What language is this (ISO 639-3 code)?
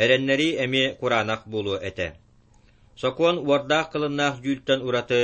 sah